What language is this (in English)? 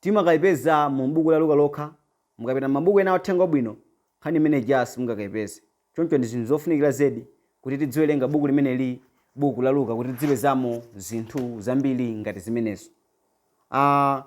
Nyanja